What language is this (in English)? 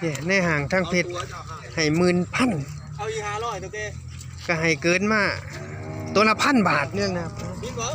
Northeastern Thai